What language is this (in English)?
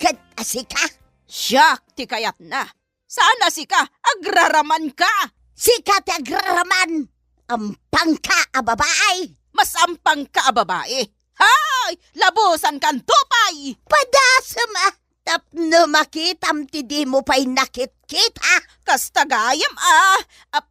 Iloko